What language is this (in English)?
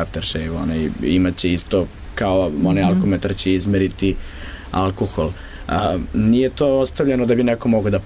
Serbian